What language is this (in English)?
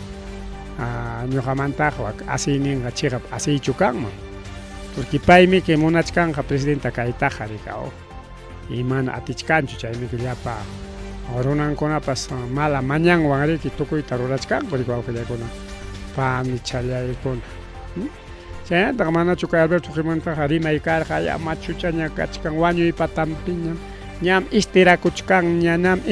Ayacucho Quechua